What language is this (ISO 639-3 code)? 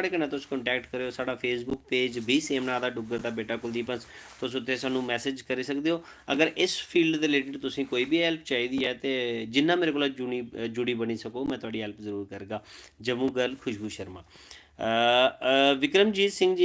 doi